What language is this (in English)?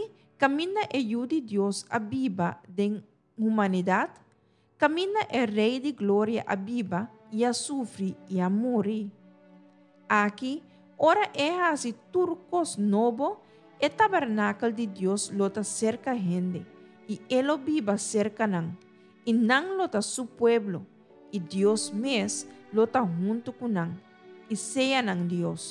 Papiamento